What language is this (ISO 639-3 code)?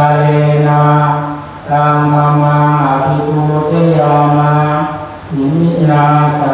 pli